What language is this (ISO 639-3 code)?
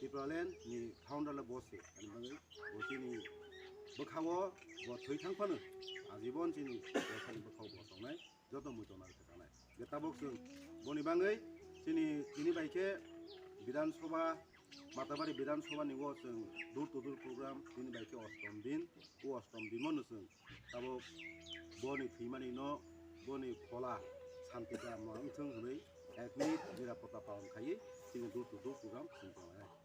trp